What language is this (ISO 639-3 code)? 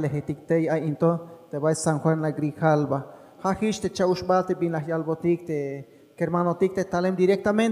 tzh